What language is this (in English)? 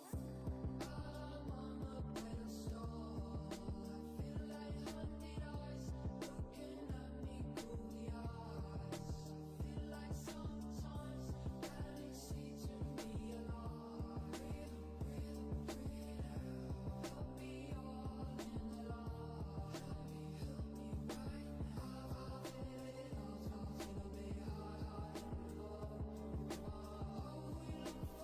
Yakut